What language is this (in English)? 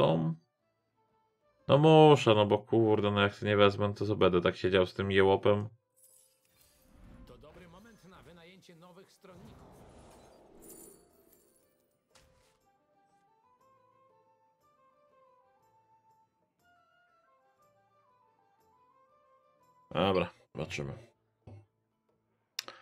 Polish